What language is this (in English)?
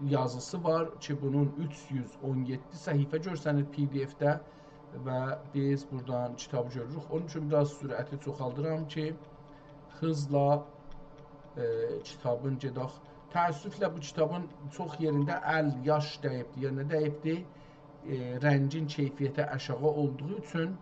South Azerbaijani